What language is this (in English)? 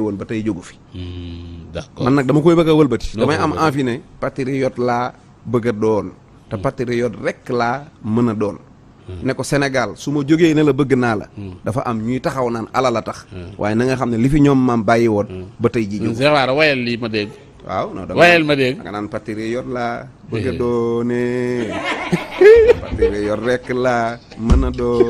Wolof